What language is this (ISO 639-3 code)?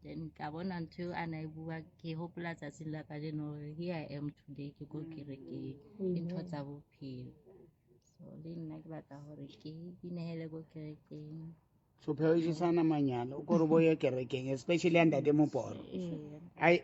sot